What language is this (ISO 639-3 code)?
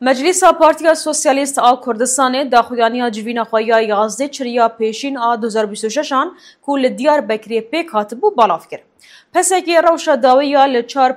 kur